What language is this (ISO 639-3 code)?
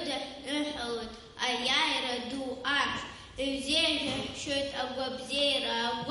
abk